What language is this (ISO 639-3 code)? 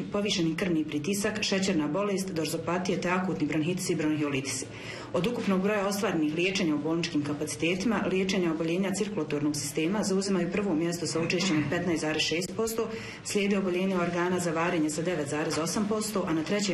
bos